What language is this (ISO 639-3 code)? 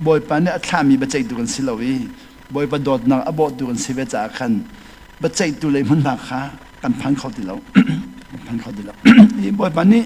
cnh